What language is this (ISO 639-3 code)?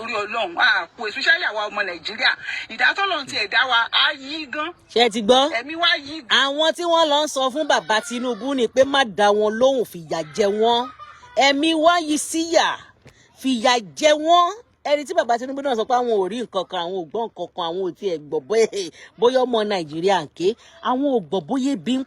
yor